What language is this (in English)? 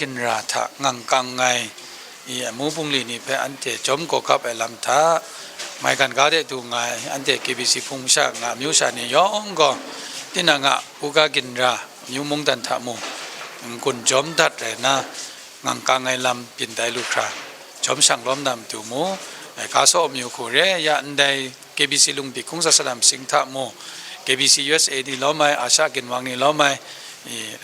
Kachin